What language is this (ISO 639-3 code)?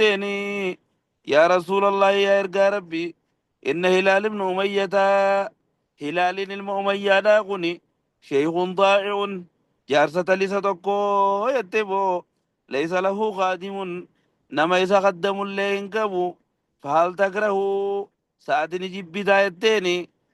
orm